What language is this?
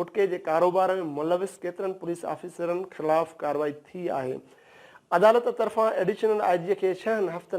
Sindhi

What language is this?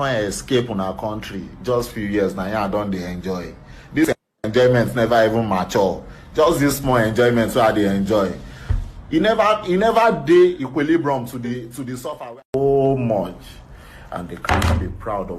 Nigerian Pidgin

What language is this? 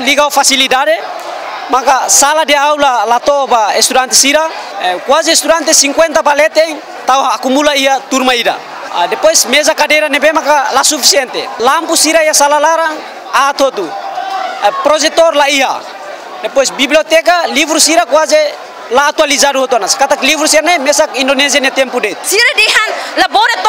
Tetum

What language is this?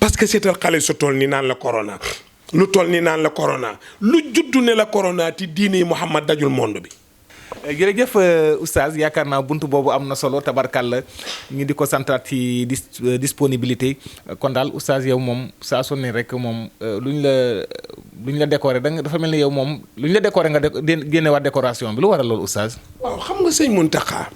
Wolof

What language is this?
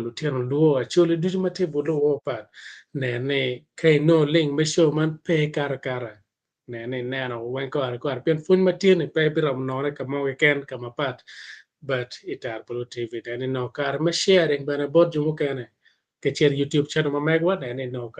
Acoli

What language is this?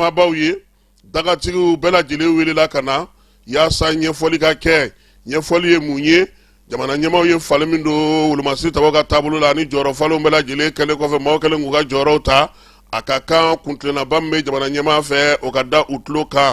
Bambara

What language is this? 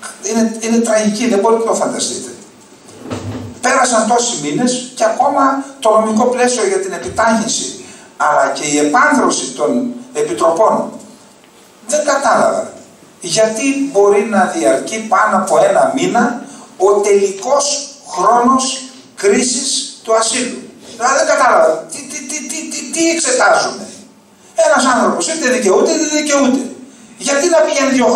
Greek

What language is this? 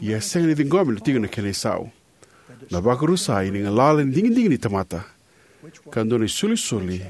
Fijian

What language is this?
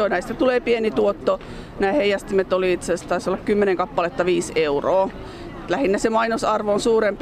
Finnish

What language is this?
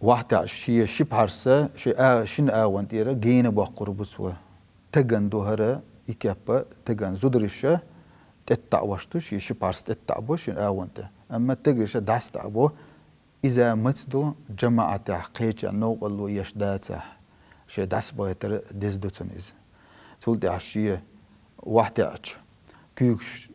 Chechen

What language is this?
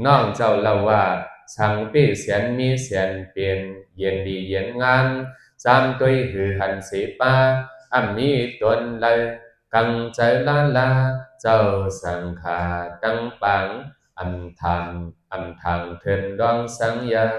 Shan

